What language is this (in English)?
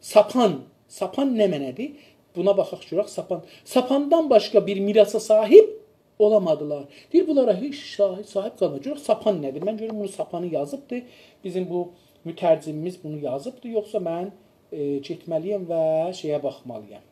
South Azerbaijani